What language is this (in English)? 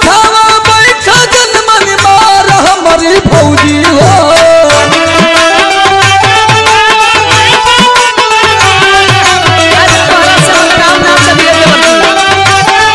Bhojpuri